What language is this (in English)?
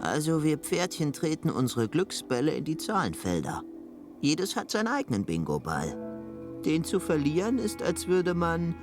Swiss German